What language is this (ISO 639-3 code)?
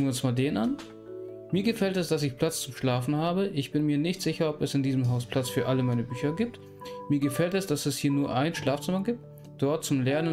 deu